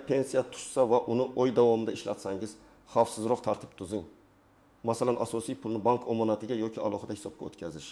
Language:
Uzbek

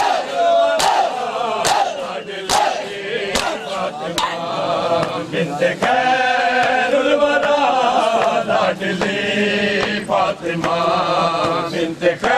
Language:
Urdu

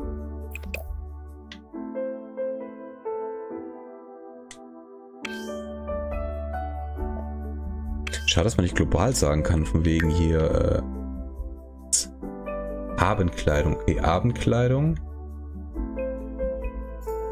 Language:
German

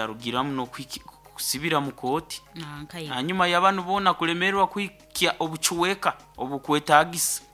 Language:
Nyoro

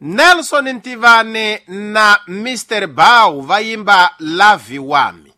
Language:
Tsonga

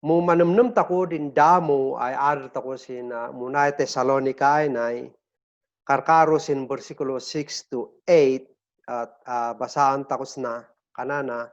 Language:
Kankanaey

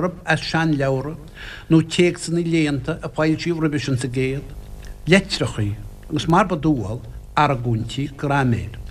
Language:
Irish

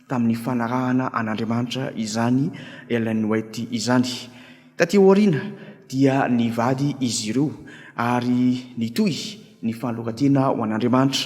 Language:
Malagasy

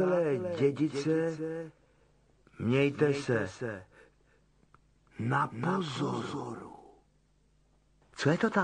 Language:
Czech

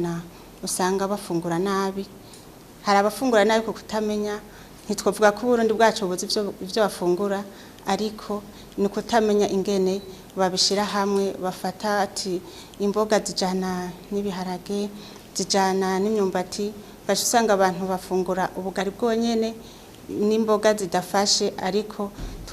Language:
Rundi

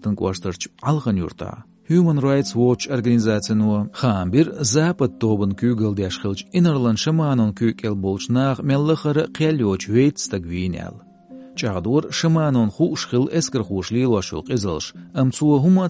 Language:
Chechen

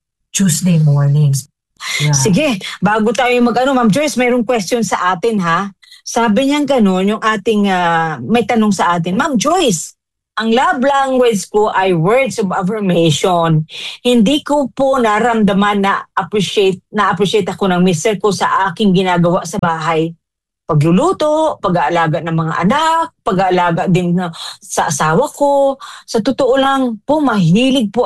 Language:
Filipino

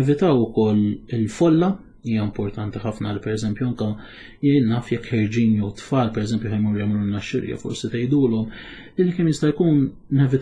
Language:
Maltese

